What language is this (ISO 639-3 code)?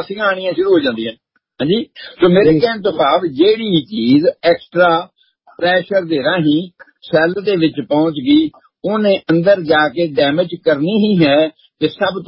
pan